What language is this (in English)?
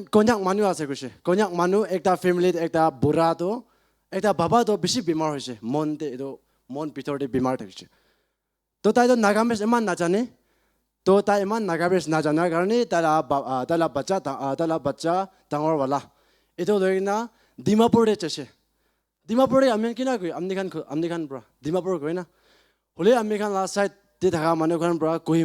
Naga Pidgin